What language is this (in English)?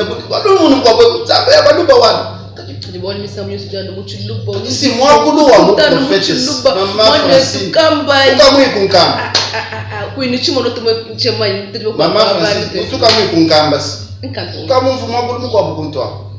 Luba-Lulua